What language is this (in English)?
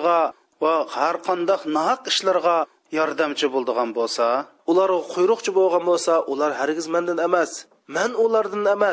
Uyghur